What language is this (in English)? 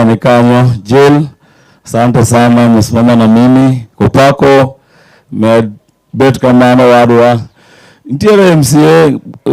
Luo (Kenya and Tanzania)